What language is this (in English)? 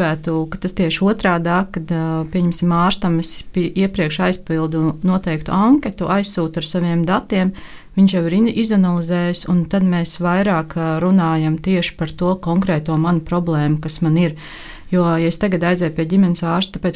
Latvian